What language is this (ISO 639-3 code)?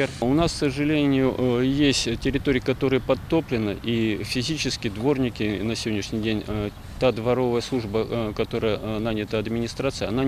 rus